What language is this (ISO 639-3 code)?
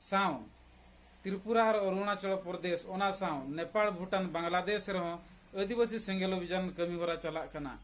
sat